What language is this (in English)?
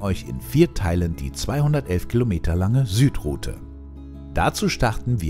German